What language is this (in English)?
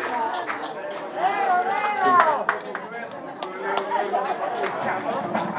Italian